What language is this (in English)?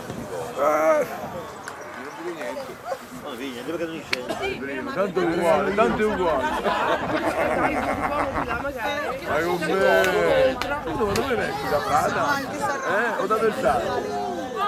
Italian